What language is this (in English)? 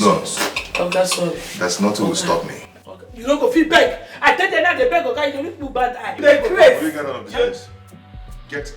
Nigerian Pidgin